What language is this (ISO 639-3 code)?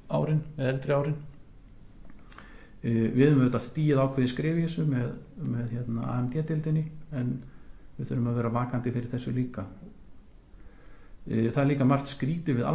isl